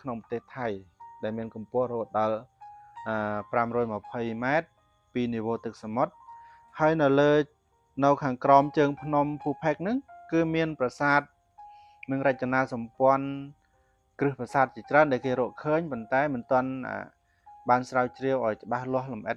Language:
Khmer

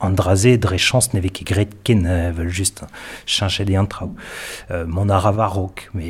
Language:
Breton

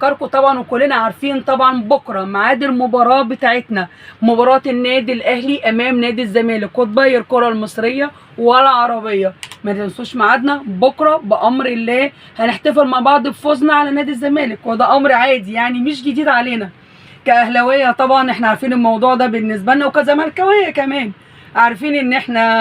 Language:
Egyptian Arabic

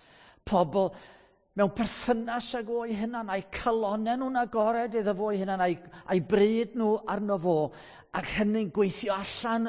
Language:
Welsh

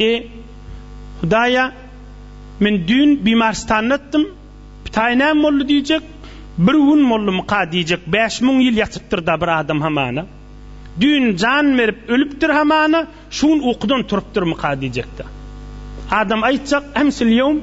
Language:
Turkmen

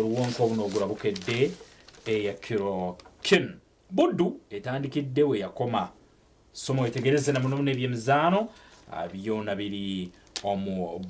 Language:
Nyankole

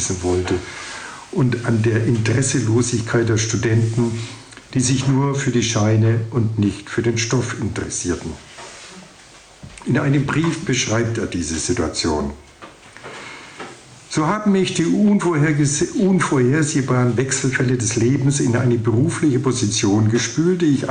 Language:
German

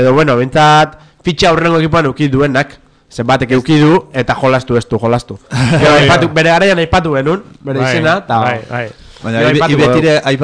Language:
Basque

